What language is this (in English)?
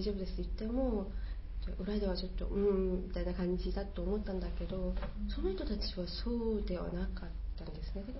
Japanese